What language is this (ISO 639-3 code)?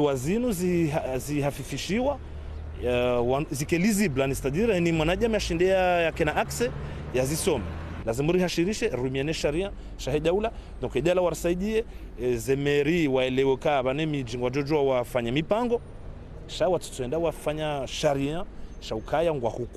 zdj